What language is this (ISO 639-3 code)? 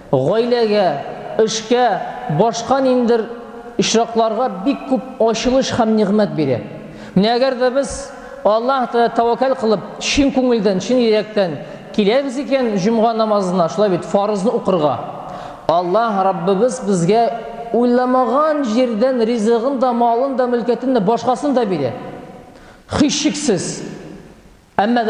tat